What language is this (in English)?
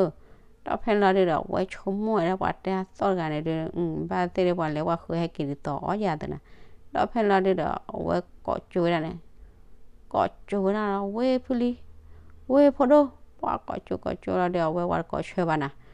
S'gaw Karen